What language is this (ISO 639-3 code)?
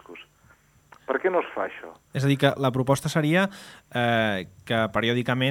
cat